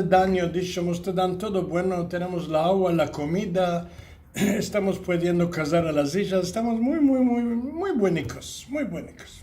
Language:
Ladino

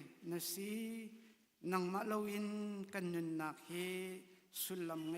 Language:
Hakha Chin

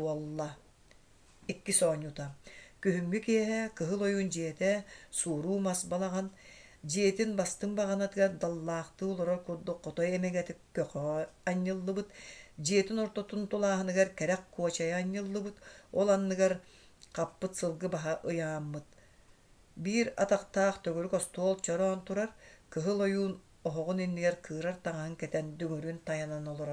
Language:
Yakut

